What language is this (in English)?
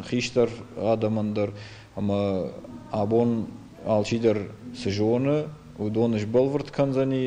Ossetic